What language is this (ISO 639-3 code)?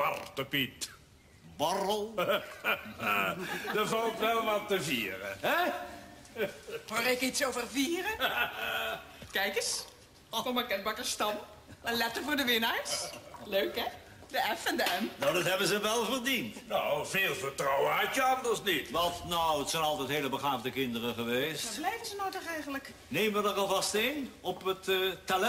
nld